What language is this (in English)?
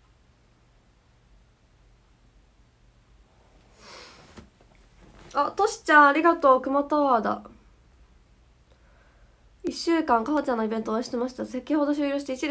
Japanese